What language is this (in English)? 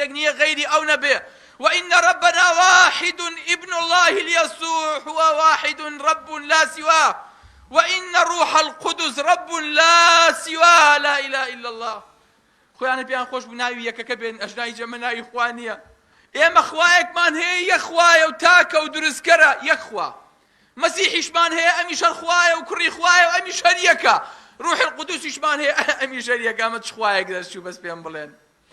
Central Kurdish